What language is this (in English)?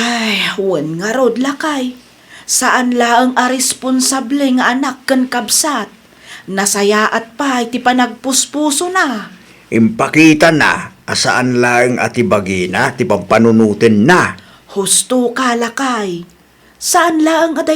Iloko